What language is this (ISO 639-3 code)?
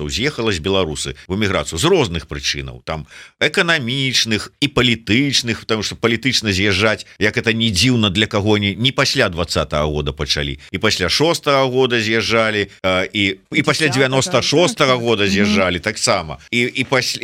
bel